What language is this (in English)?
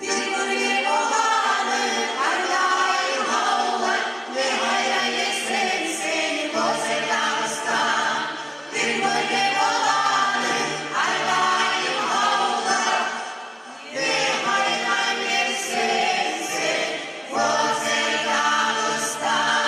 Kumyk